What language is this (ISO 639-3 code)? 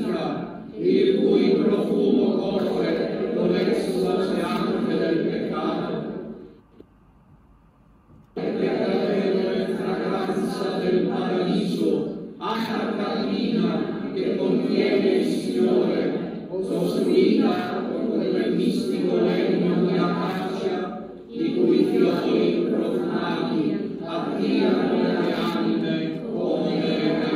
ita